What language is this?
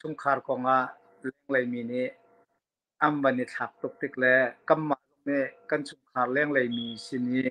Hakha Chin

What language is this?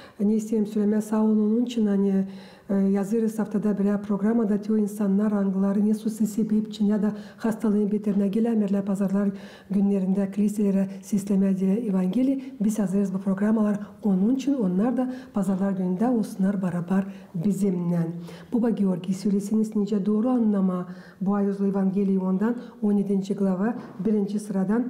Gagauz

